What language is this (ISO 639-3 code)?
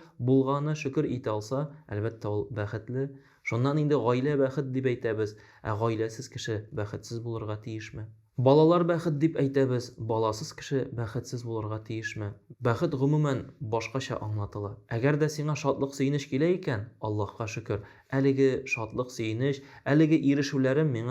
tat